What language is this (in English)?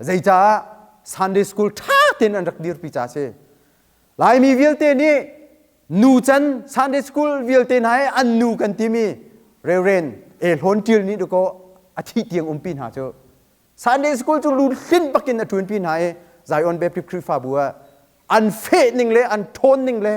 Hakha Chin